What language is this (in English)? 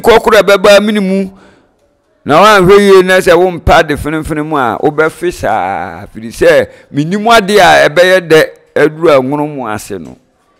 Akan